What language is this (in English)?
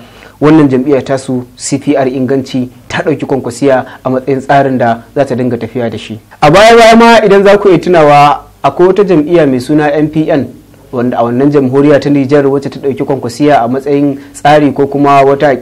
Hausa